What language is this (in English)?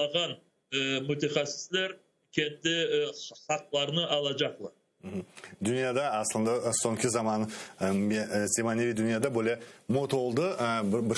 Crimean Tatar